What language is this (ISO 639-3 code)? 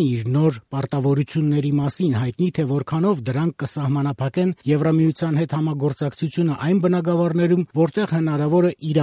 hye